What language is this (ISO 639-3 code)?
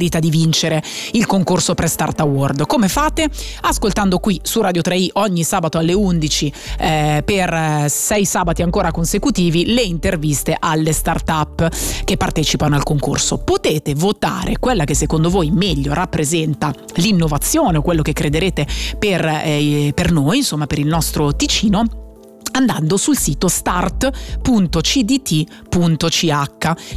ita